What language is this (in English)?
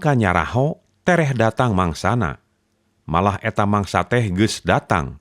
Sundanese